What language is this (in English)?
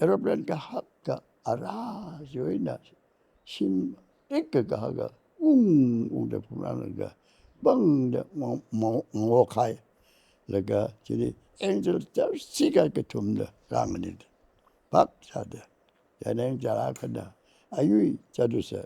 Tangkhul Naga (India)